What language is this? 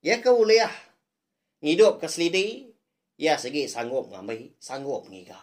Iban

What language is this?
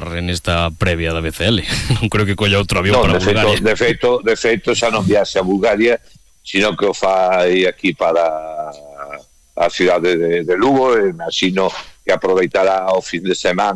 Galician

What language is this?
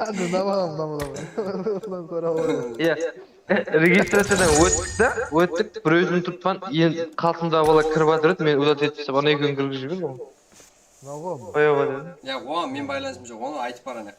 Kara-Kalpak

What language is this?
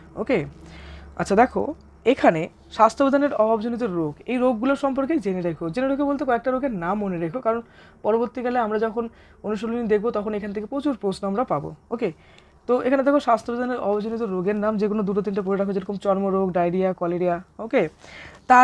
Bangla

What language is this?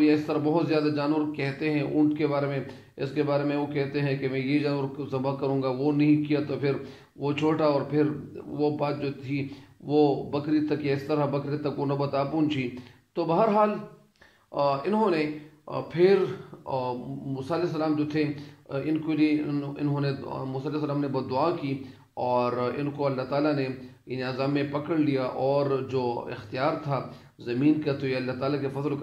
Urdu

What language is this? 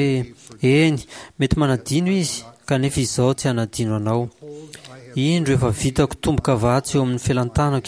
Malagasy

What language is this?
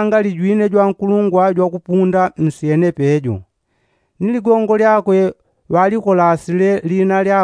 Yao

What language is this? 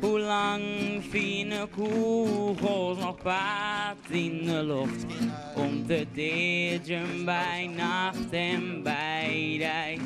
Western Frisian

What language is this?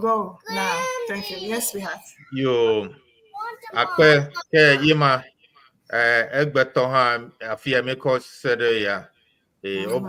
Ewe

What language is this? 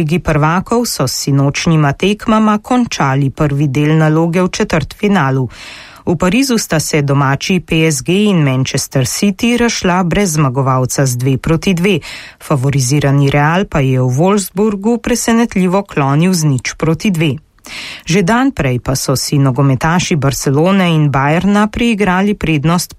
Slovenian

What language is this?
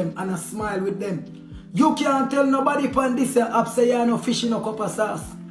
Jamaican Creole English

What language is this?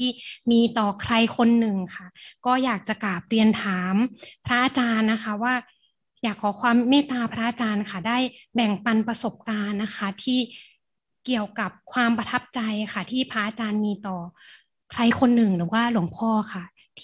Thai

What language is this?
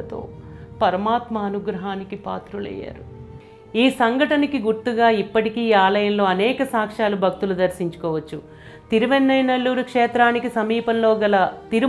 Telugu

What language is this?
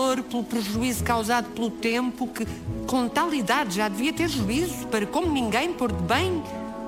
Portuguese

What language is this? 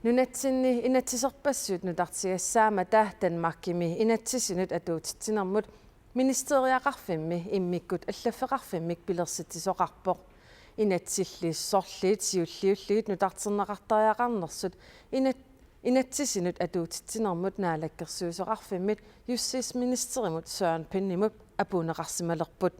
Kalaallisut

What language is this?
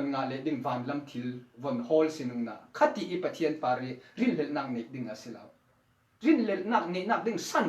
Falam Chin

